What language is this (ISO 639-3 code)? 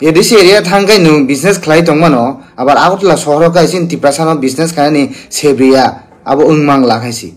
trp